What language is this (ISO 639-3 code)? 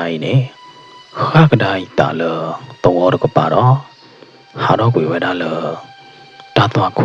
ksw